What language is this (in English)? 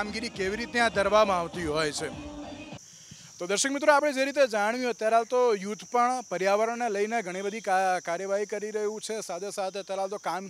Gujarati